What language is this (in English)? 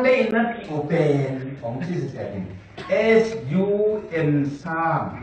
Tedim Chin